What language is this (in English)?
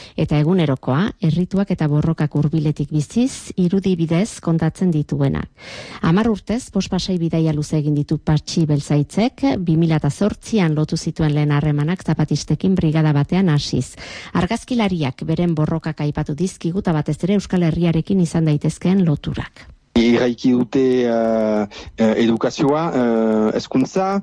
Basque